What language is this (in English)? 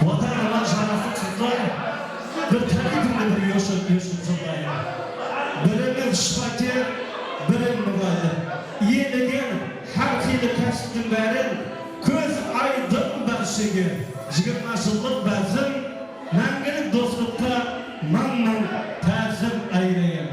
Kara-Kalpak